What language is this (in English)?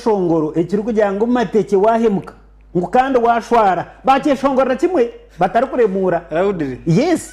Nyankole